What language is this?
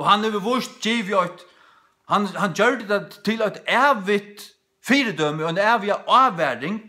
Faroese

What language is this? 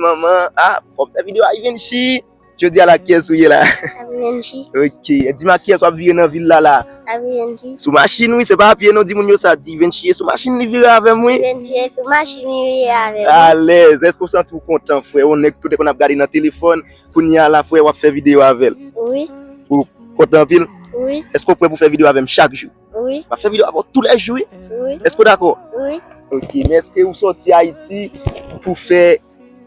Haitian Creole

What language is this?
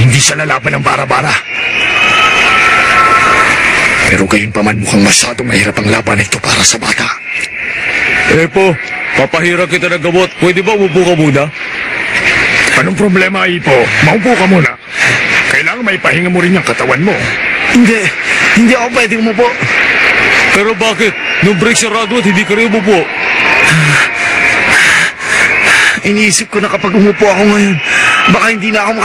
Filipino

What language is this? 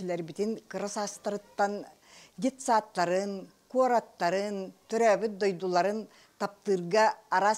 Yakut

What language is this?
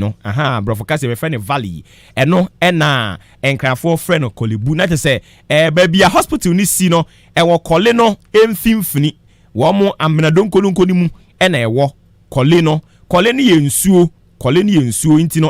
Akan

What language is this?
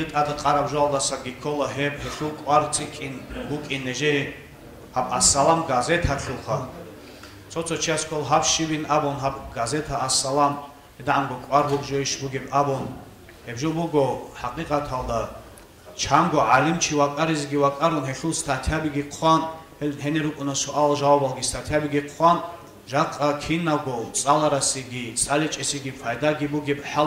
Avaric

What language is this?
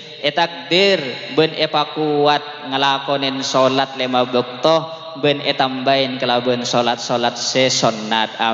Madurese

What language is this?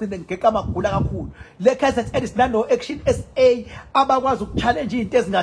Zulu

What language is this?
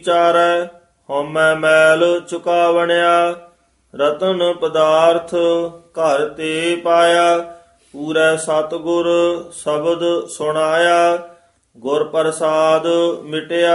Punjabi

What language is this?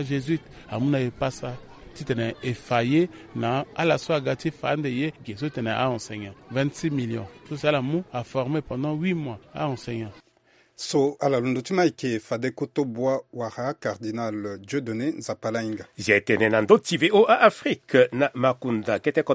Sango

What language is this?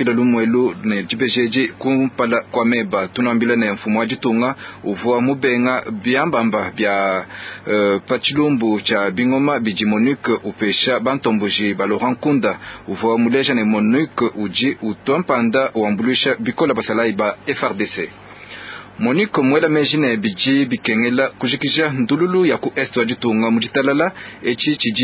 Luba-Lulua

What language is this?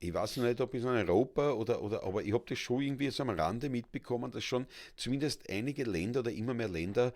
Bavarian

